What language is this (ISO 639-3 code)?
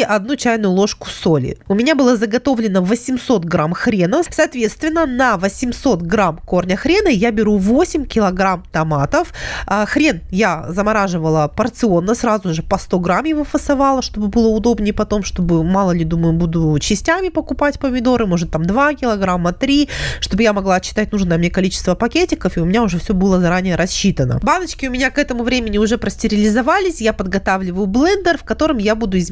rus